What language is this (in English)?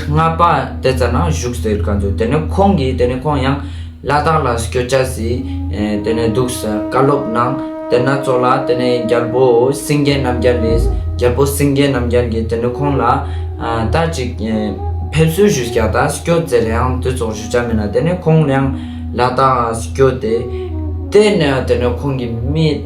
Ladakhi